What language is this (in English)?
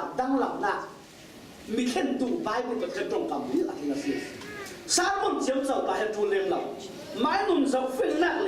Falam Chin